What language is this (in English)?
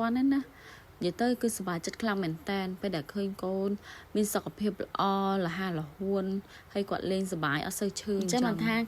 Khmer